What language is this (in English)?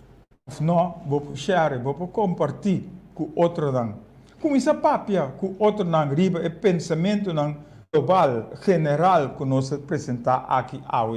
Papiamento